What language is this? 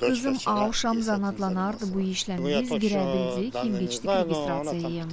Gagauz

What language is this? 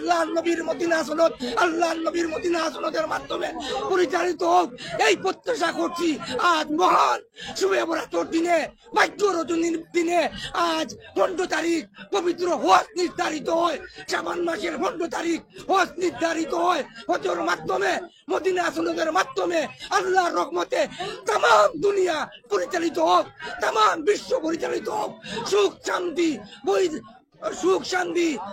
Sylheti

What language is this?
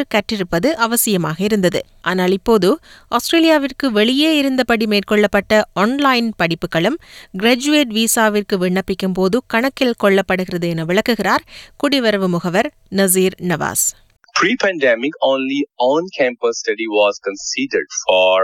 Tamil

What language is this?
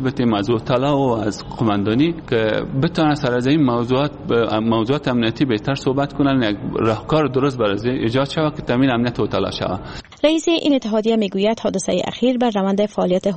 Persian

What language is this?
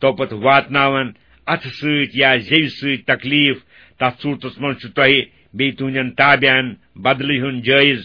Kashmiri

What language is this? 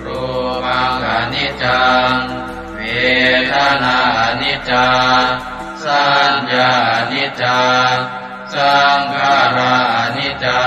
Pali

